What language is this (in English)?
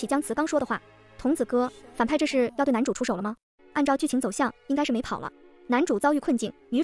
Chinese